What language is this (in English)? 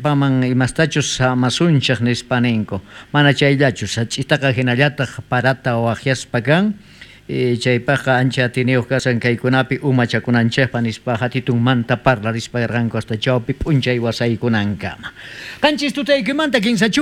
South Bolivian Quechua